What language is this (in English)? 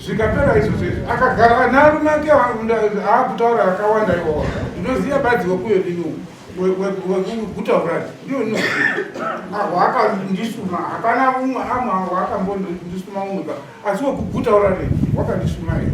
Shona